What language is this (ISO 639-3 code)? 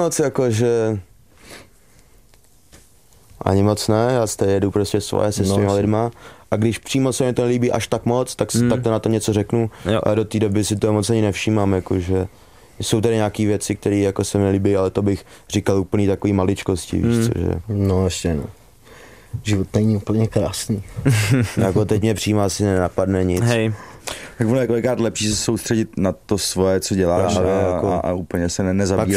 ces